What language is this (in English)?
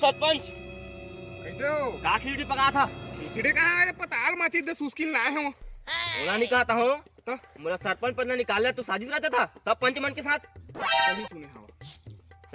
Chhattisgarhi